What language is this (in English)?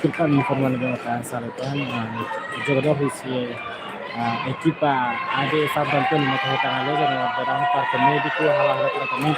Tetum